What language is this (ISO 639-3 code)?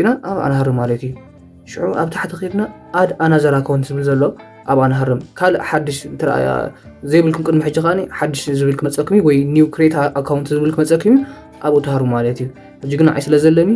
tir